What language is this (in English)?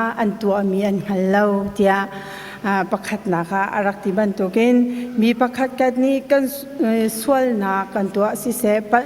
Hakha Chin